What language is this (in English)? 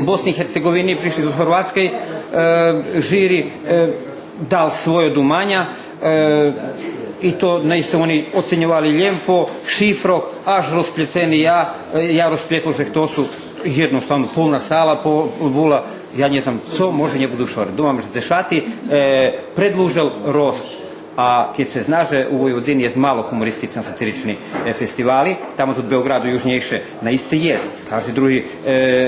Rusyn